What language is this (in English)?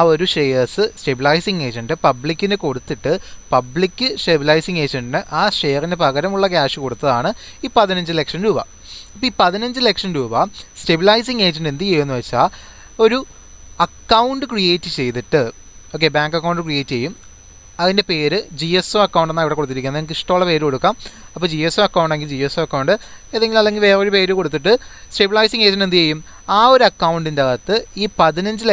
Malayalam